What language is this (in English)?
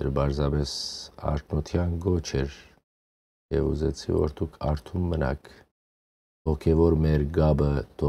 Western Armenian